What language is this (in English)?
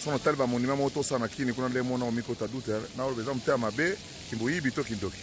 Lingala